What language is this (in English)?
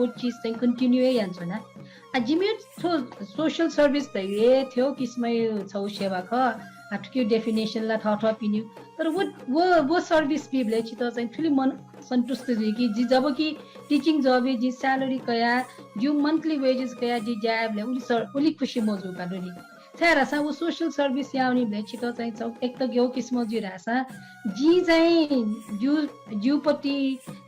Newari